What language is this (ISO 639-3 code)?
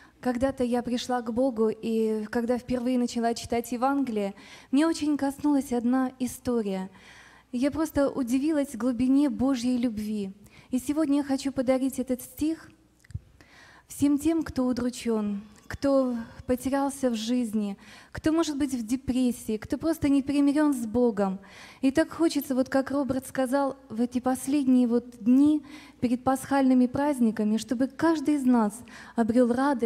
rus